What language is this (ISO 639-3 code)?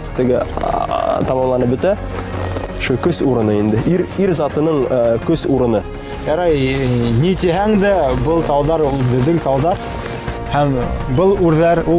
bak